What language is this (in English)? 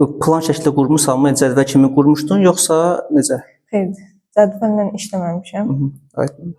Azerbaijani